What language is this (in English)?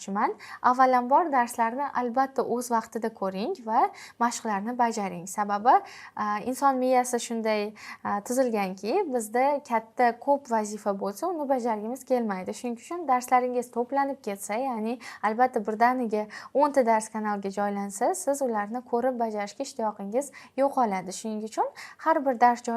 Uzbek